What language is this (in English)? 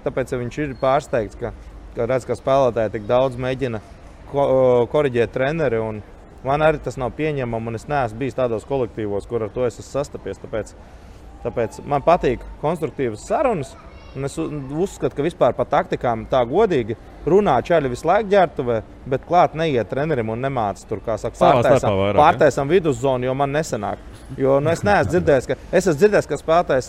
Latvian